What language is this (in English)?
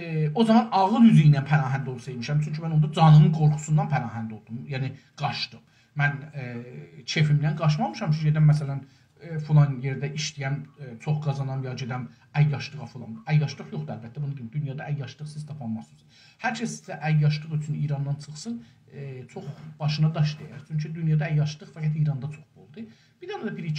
South Azerbaijani